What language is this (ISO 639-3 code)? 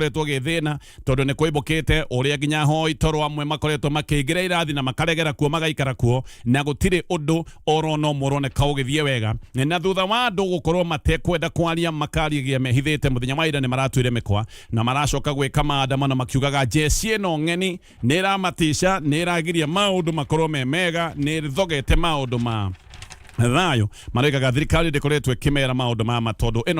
kik